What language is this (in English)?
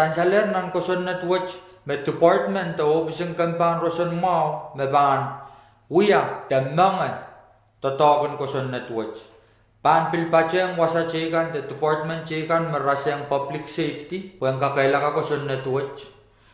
Pohnpeian